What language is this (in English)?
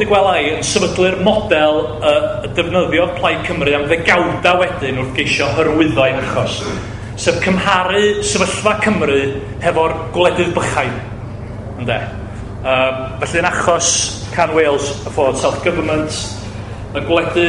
Welsh